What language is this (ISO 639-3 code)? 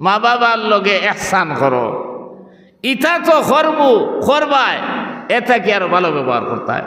syl